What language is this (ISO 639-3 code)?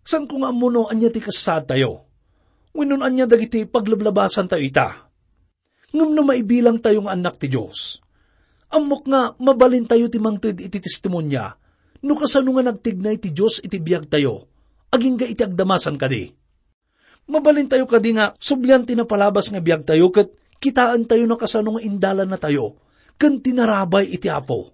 ilo